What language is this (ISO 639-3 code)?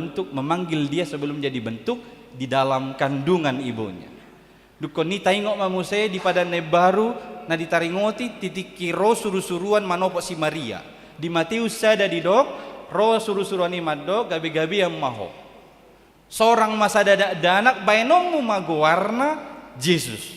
bbc